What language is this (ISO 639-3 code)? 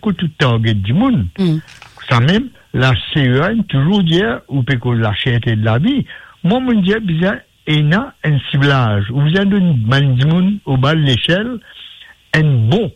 mfe